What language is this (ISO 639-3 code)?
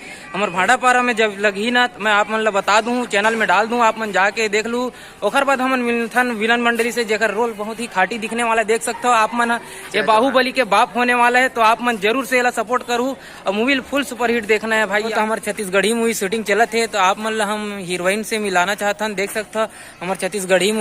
hne